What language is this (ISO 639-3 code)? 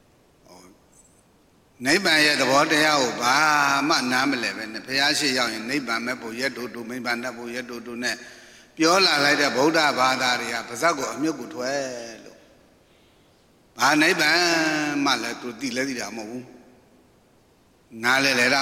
mya